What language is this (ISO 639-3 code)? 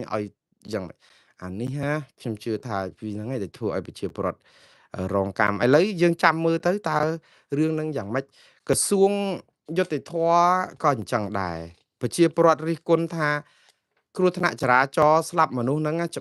khm